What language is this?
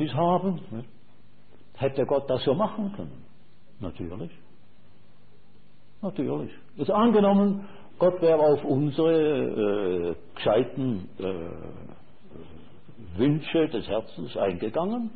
German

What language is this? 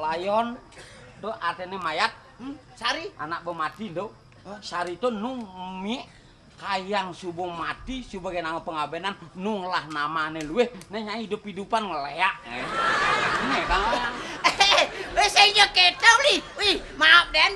Balinese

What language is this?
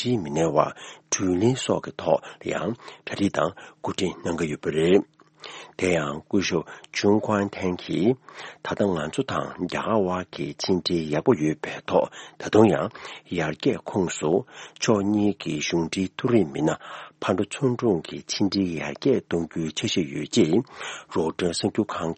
Tibetan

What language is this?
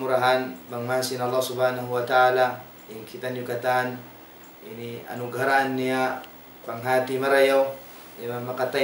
Tausug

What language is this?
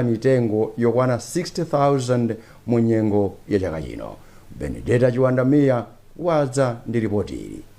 Nyanja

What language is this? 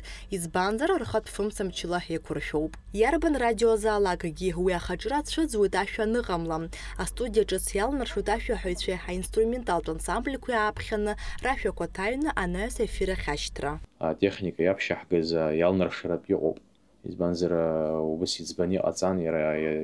Abkhazian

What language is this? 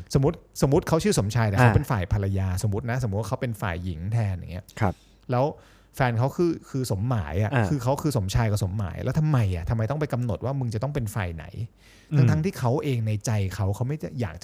Thai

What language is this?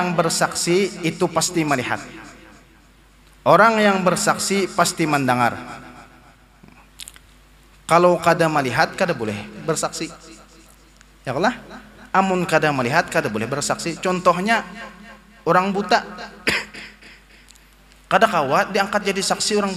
Banjar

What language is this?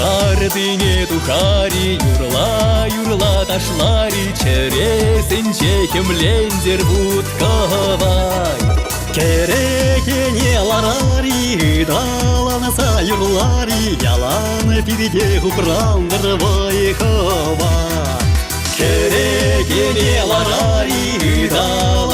Chuvash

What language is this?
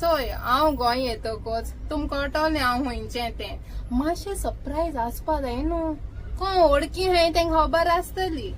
Konkani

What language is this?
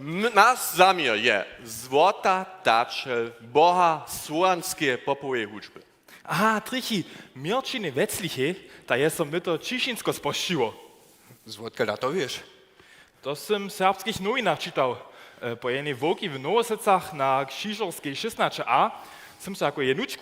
Upper Sorbian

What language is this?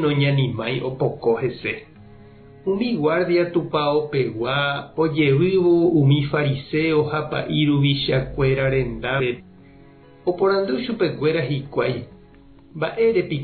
Guarani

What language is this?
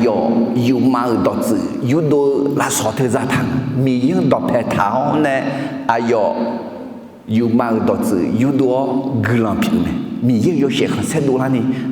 Akha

